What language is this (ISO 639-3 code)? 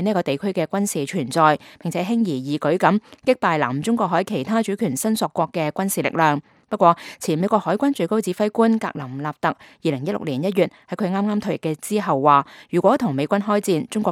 yue